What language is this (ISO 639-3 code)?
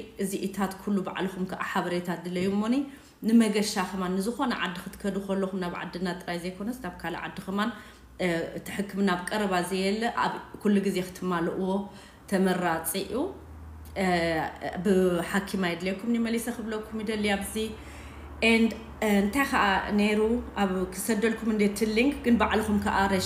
tir